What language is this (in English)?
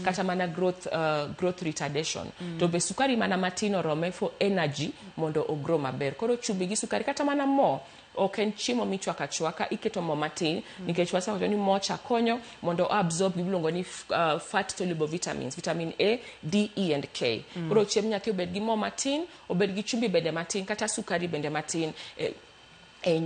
Luo (Kenya and Tanzania)